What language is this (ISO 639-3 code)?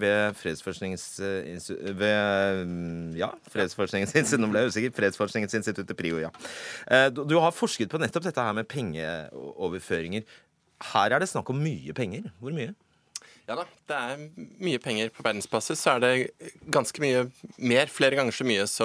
nor